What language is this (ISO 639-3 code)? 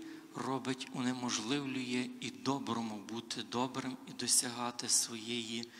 ukr